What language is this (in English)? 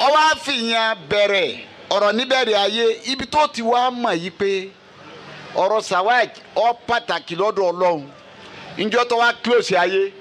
Yoruba